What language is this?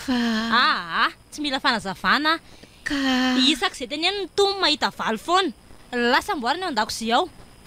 Malagasy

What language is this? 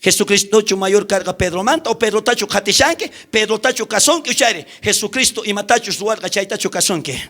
South Bolivian Quechua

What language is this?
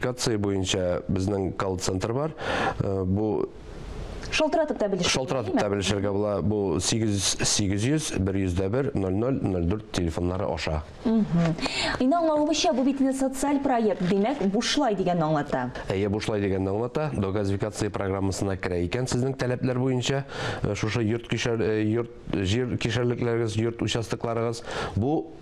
Tatar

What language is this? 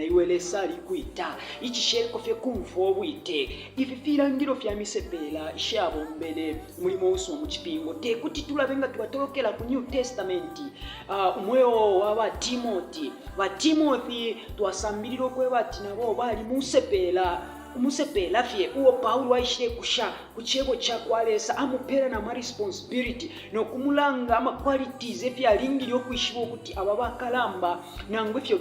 Bemba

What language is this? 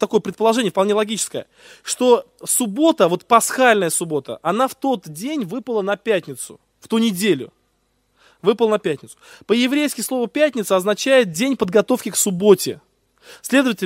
Russian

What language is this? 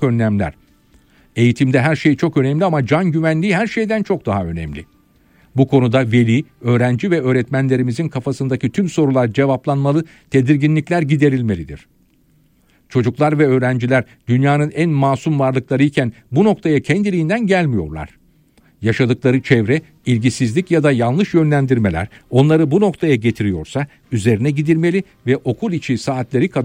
Turkish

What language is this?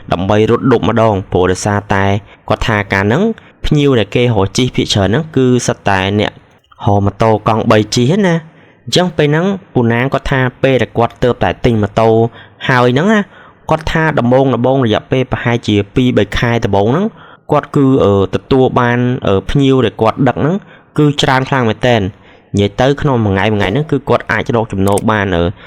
Khmer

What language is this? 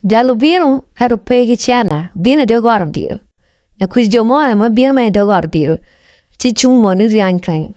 Acoli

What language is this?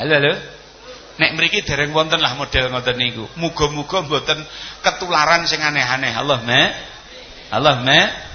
Javanese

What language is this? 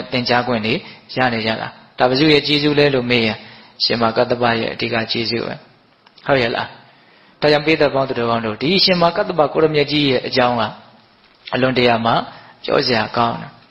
Burmese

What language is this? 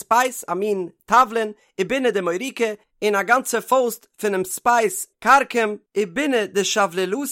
Yiddish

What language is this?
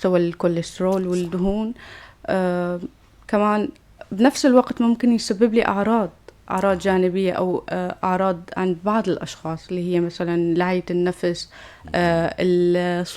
North Levantine Arabic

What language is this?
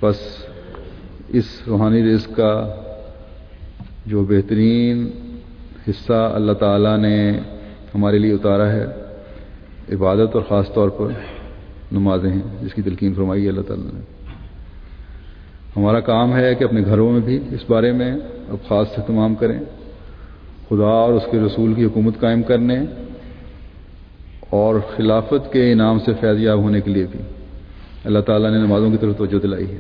Urdu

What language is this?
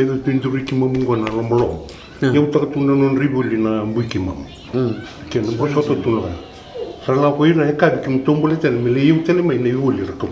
Fijian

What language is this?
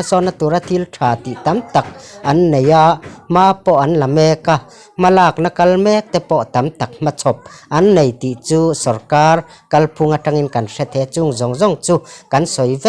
Mizo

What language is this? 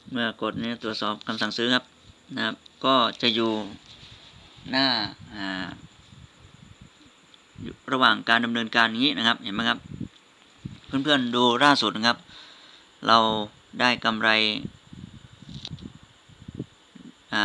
Thai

